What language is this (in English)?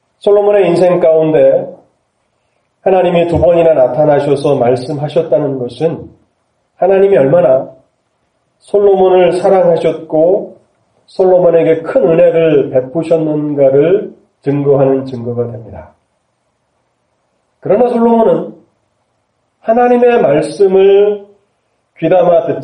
Korean